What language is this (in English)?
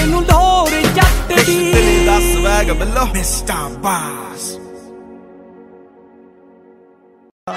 Punjabi